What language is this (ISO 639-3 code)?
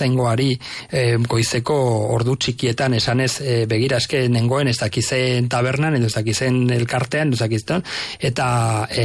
eus